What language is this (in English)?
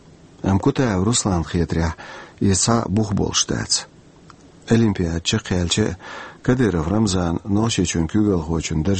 Chechen